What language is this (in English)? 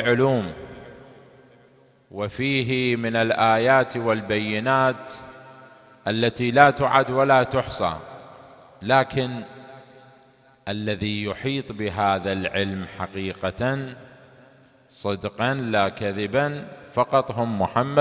Arabic